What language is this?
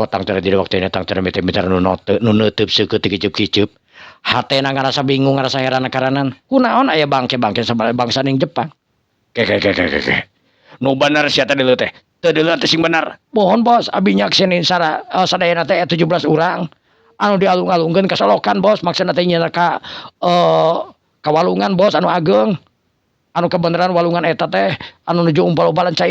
Sundanese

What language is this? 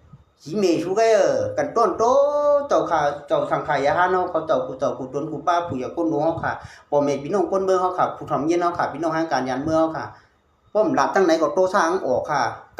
Shan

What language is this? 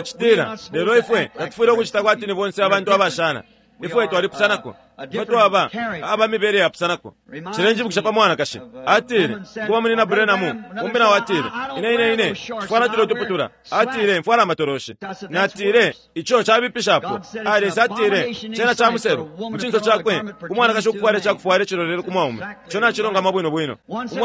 Bemba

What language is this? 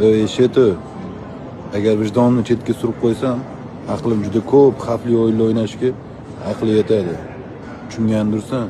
Uzbek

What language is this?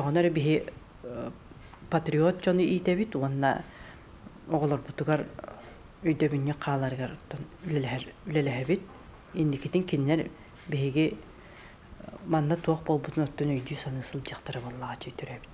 Yakut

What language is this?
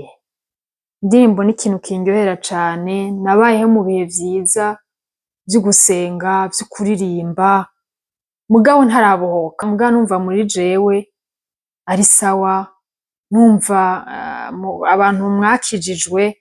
Rundi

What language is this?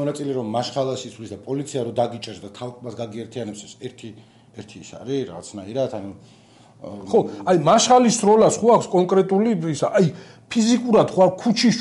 Georgian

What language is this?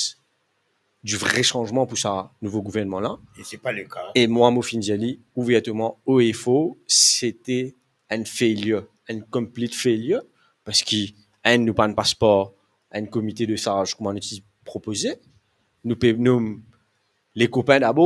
Morisyen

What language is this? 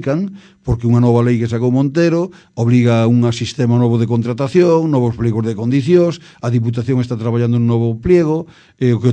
Galician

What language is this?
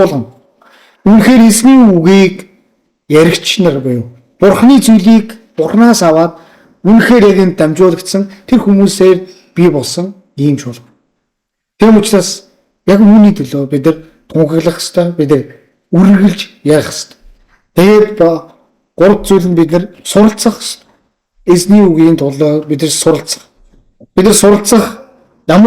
Mongolian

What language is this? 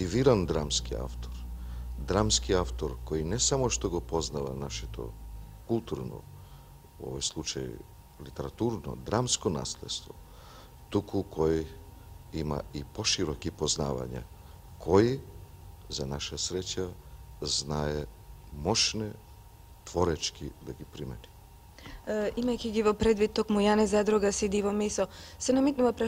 Macedonian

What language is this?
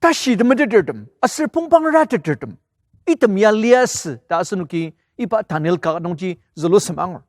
Ao Naga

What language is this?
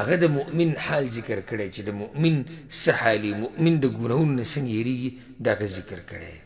Pashto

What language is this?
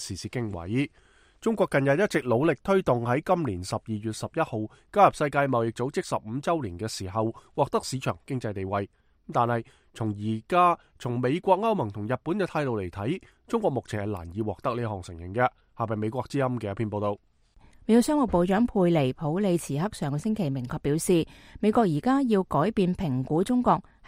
Cantonese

